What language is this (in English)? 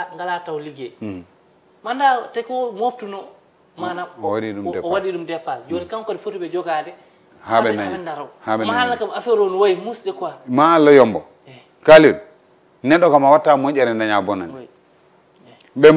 Fula